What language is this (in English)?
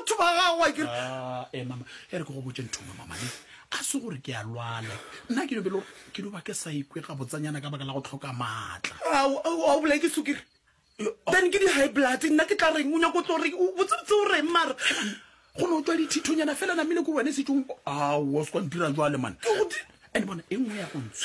Northern Sotho